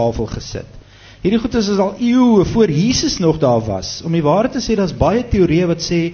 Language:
Afrikaans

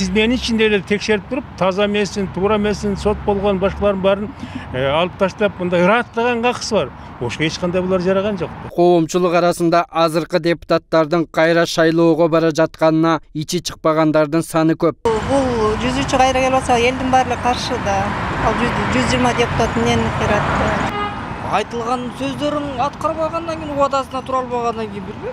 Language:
Kyrgyz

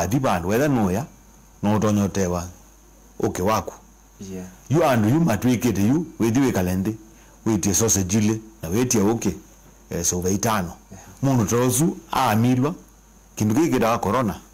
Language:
Kamba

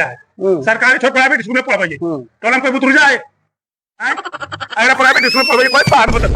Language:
Magahi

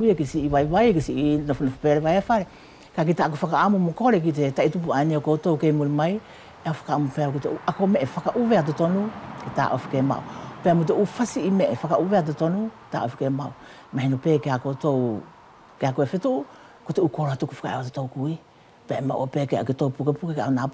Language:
Wallisian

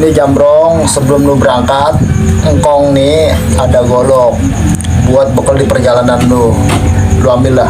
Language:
Betawi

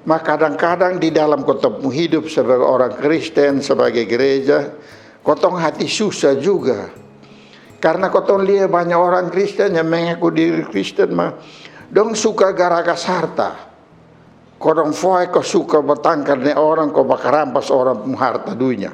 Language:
Kupang Malay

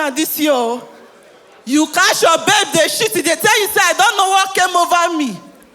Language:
Nigerian Pidgin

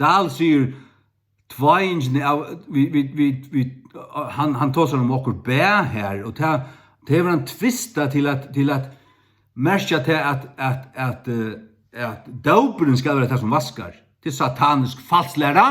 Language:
Faroese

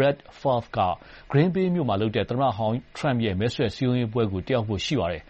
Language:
Burmese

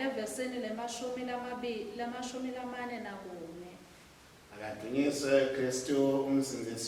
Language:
Swati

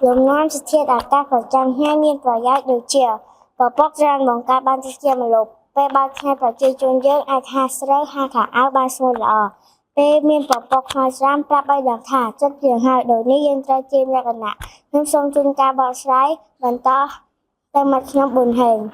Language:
Khmer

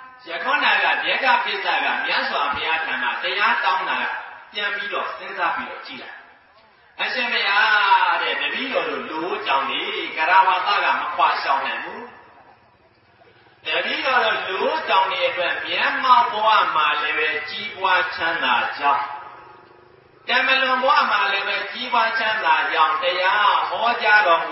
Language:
Burmese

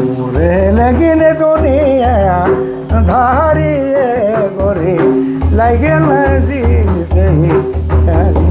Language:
Sadri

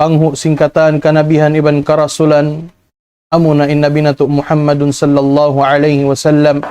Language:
Tausug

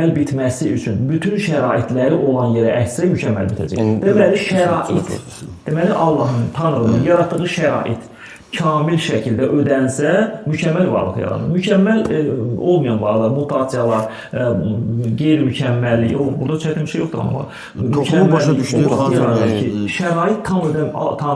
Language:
Azerbaijani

